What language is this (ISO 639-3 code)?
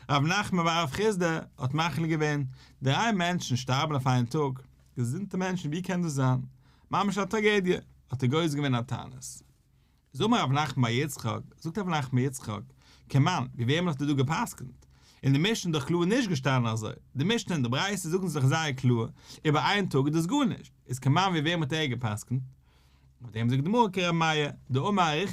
yid